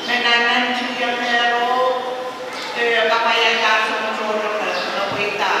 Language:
Pohnpeian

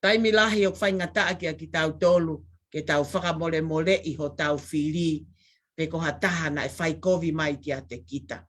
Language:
Tongan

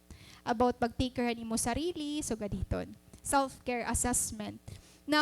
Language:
Waray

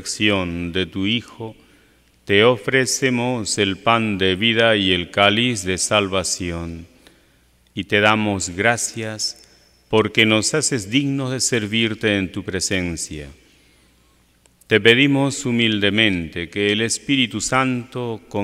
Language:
Spanish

